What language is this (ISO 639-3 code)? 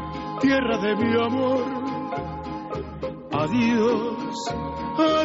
eus